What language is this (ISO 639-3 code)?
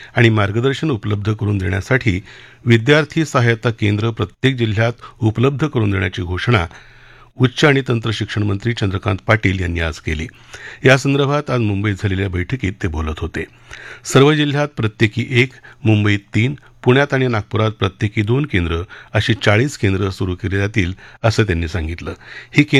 mar